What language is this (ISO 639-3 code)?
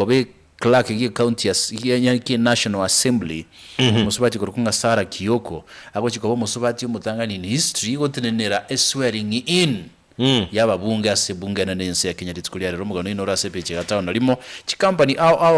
guz